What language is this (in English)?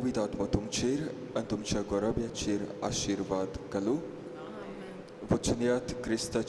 Konkani